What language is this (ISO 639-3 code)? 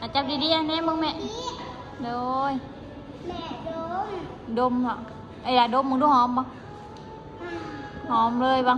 tts